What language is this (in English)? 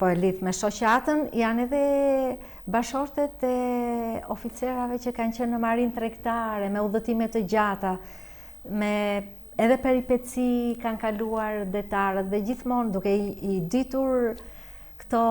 Albanian